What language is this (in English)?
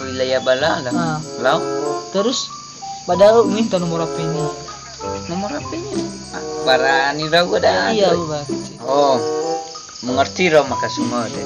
Nias